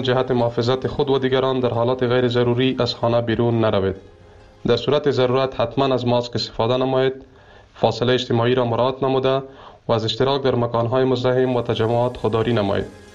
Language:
Persian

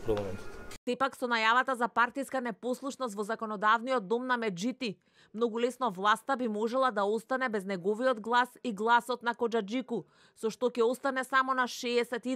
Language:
Macedonian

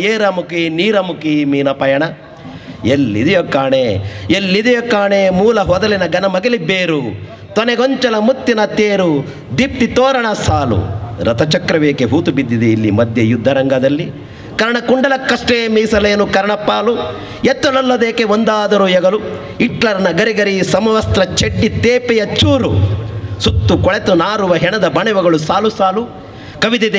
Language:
Kannada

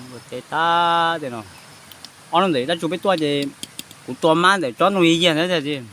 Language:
Hmong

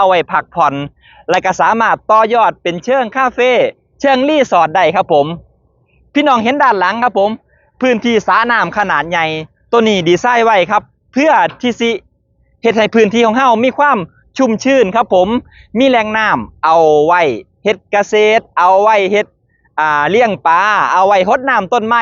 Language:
Northeastern Thai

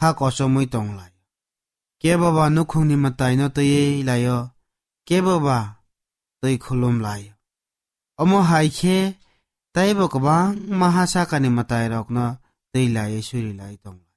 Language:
Kok Borok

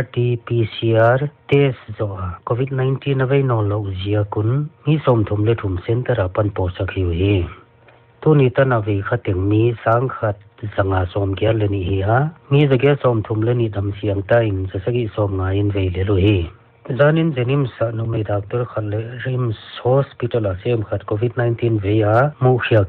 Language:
Paite Chin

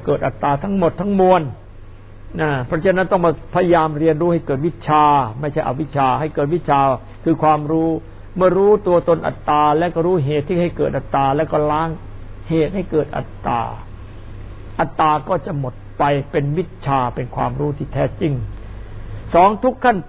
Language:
Thai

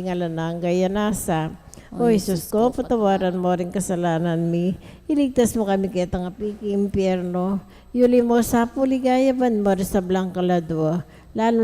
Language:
Pampanga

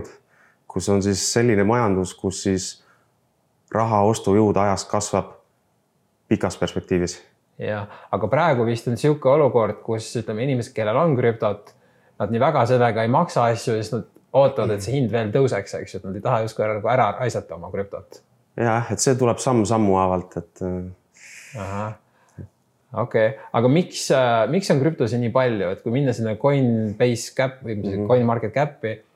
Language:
Estonian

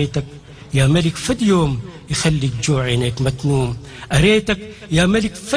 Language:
Sudanese Arabic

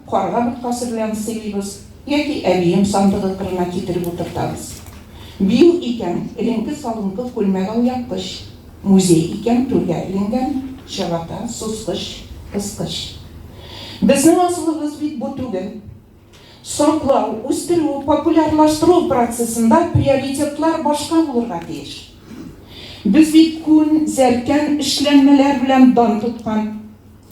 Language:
Tatar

